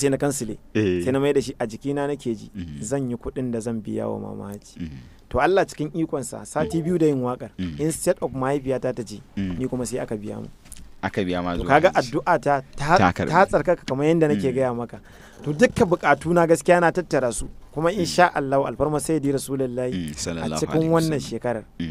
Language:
Hausa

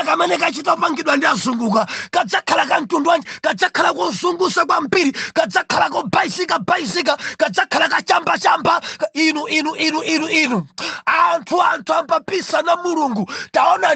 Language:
Nyanja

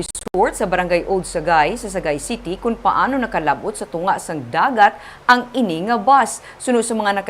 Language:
Hiligaynon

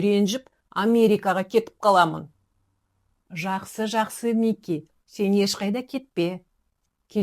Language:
Kazakh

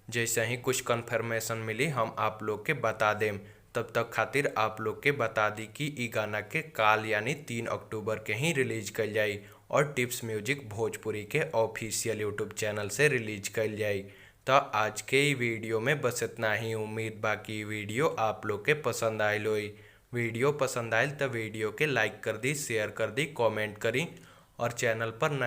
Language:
Bhojpuri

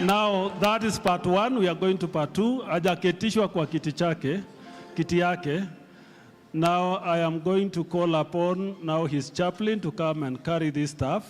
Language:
Kamba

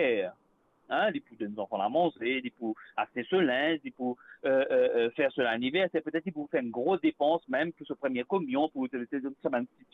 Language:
Morisyen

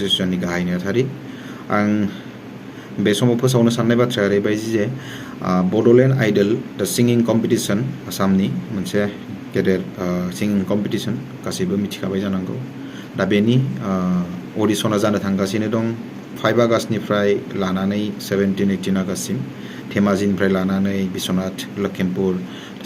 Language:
Bodo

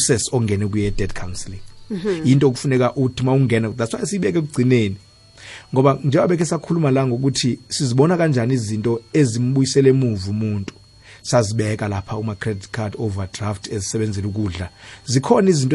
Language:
South Ndebele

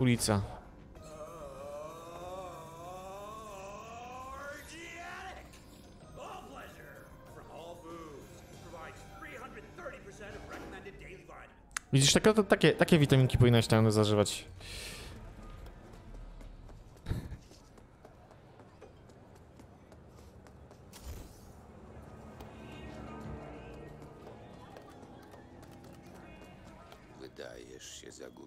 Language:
Polish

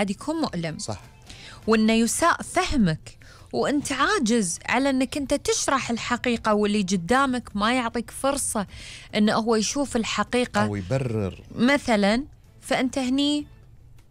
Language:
Gulf Arabic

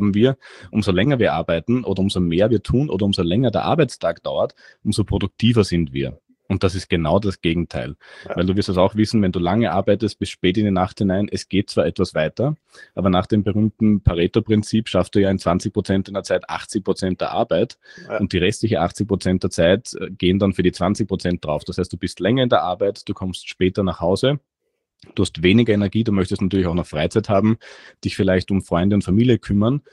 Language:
German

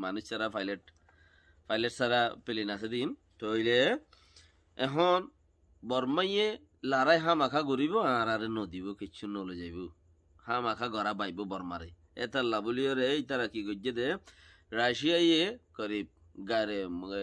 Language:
Rohingya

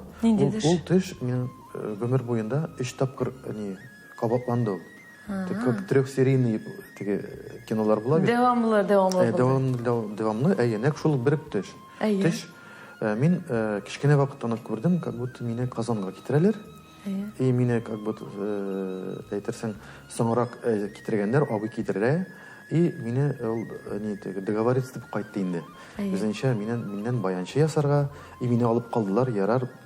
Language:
Tatar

